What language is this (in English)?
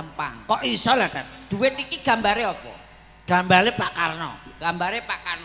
Javanese